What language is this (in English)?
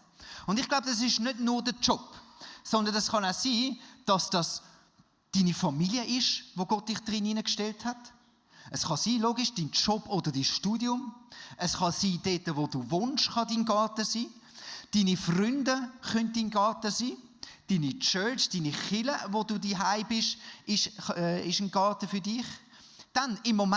Swiss German